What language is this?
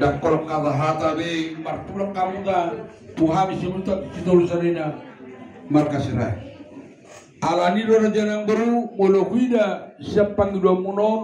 Batak Toba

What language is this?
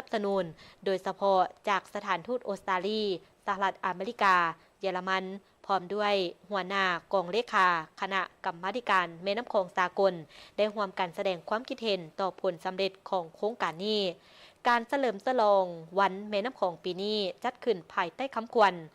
Lao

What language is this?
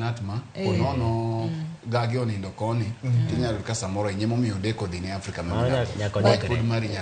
Luo (Kenya and Tanzania)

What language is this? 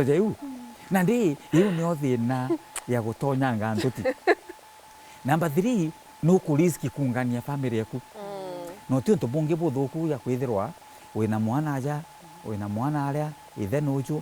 Meru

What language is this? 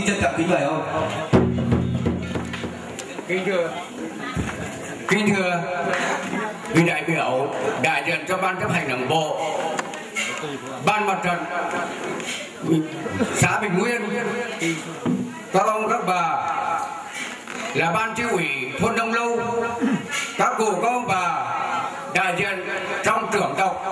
Vietnamese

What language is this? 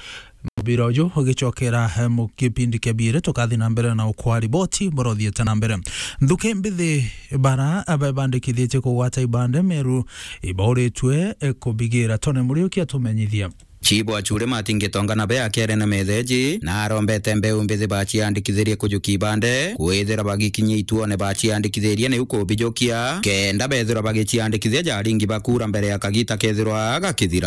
Meru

